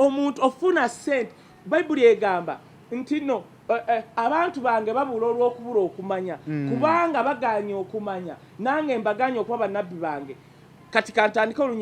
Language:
Ganda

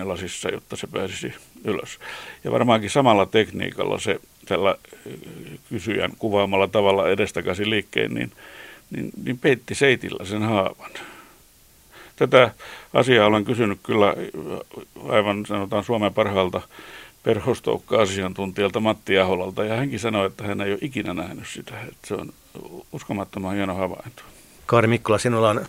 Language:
Finnish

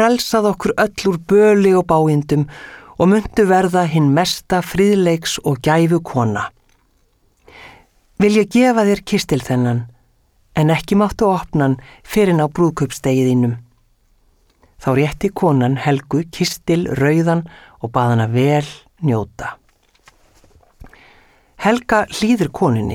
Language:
Icelandic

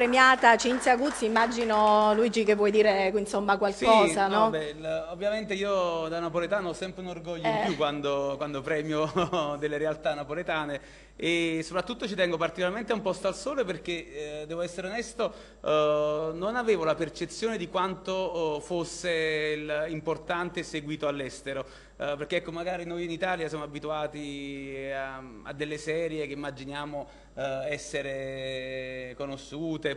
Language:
Italian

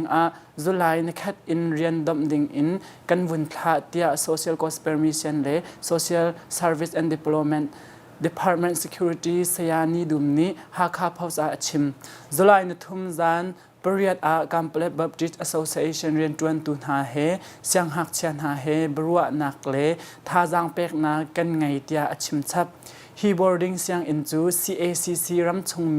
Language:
Hakha Chin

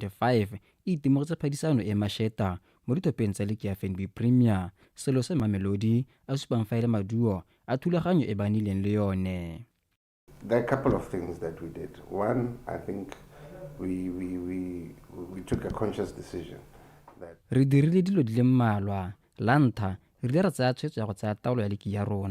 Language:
Tswana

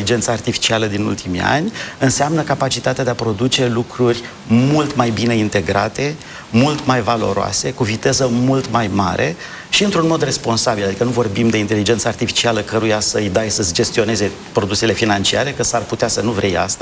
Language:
Romanian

